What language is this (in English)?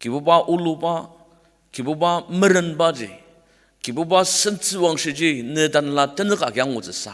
Ao Naga